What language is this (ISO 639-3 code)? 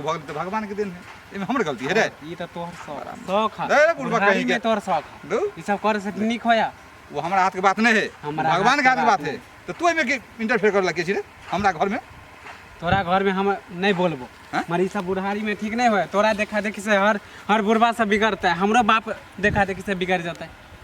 mai